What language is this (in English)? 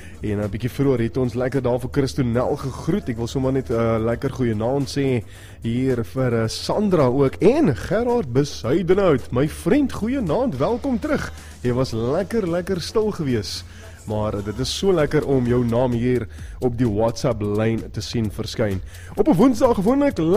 Afrikaans